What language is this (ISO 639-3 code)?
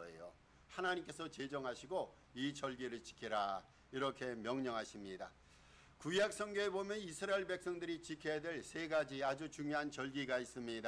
kor